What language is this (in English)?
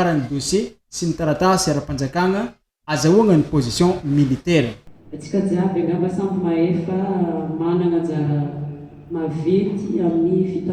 Malagasy